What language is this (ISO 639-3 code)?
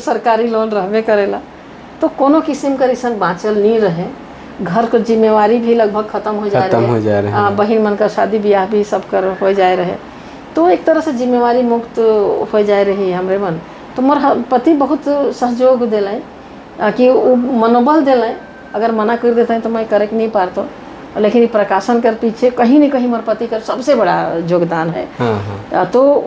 sck